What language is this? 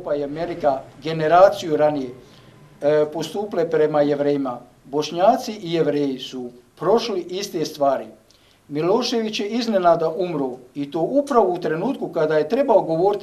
Bosnian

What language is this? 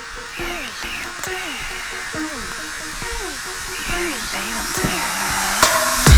Icelandic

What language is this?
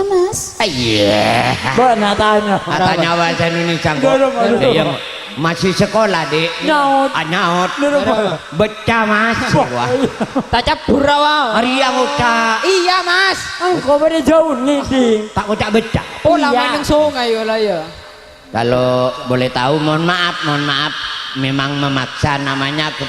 Madurese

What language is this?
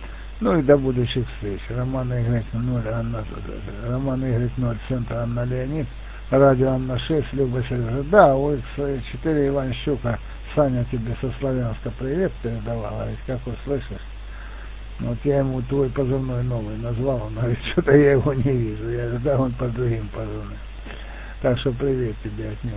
Russian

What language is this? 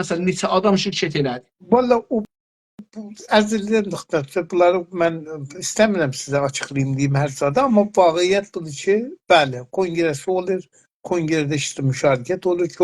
South Azerbaijani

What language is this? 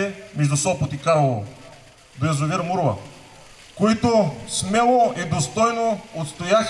Bulgarian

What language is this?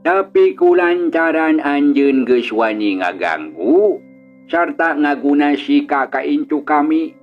Sundanese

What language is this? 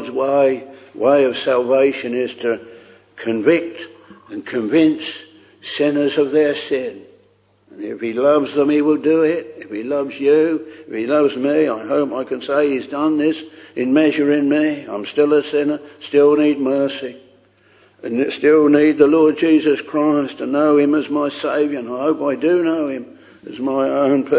English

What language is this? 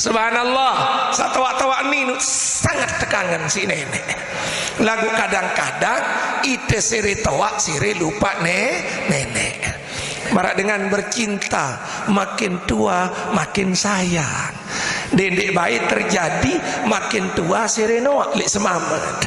Sasak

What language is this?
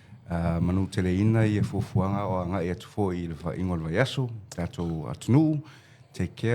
Samoan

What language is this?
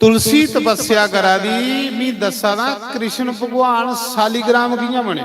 Dogri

